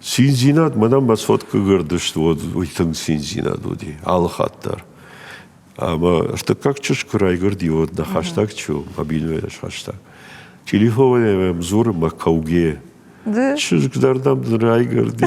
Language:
Ossetic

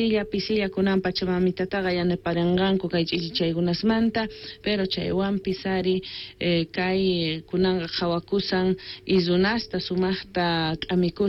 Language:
South Bolivian Quechua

